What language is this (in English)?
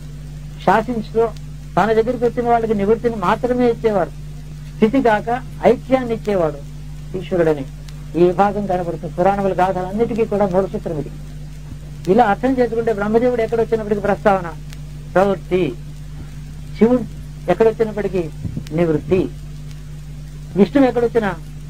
Telugu